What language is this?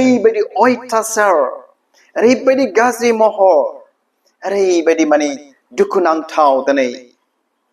Bodo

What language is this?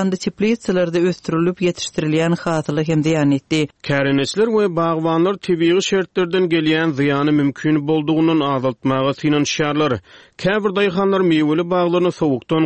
Turkmen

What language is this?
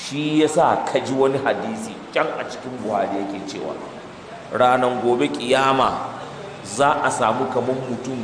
Hausa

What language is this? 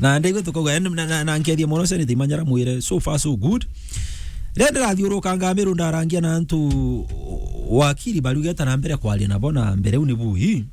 Meru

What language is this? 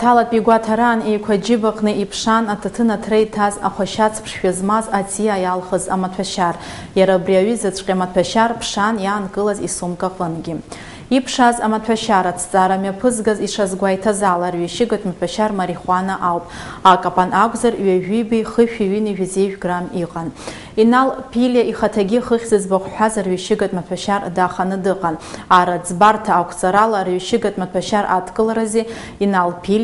Abkhazian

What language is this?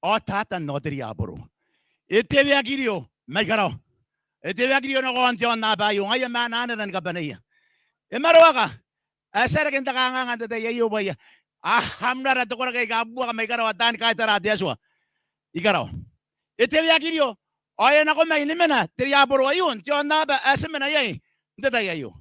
Gilbertese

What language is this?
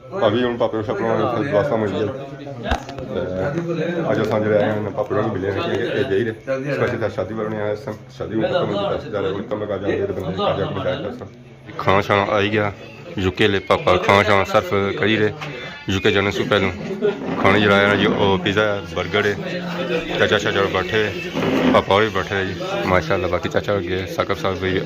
Pahari-Potwari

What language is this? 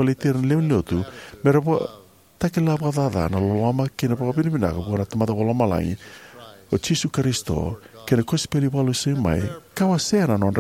Fijian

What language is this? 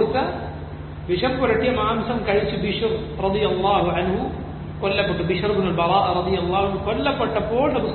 Malayalam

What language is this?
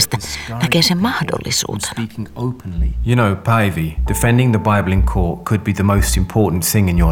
Finnish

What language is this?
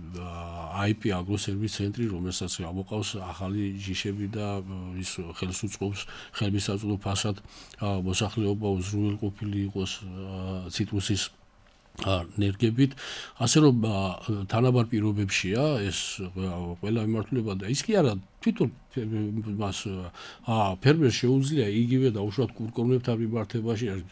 Georgian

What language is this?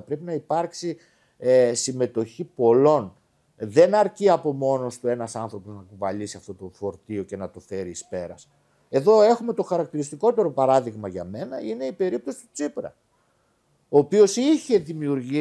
Greek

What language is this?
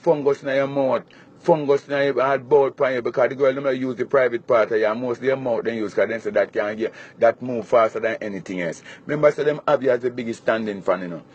Jamaican Creole English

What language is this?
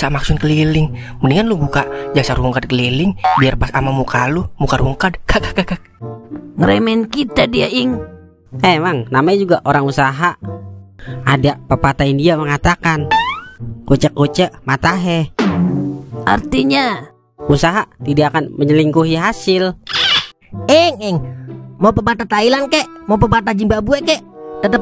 Betawi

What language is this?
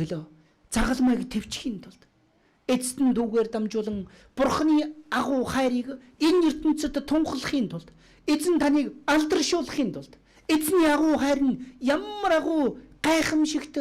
Mongolian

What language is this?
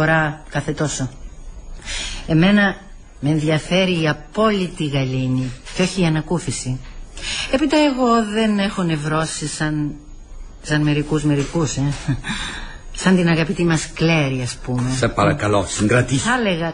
Greek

